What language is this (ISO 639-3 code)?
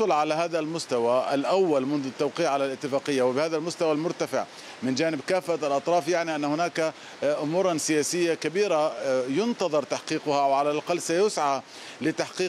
ara